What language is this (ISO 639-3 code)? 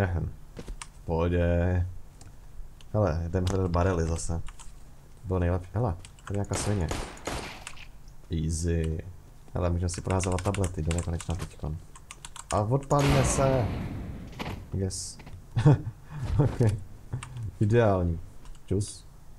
ces